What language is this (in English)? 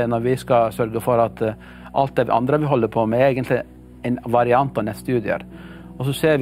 Norwegian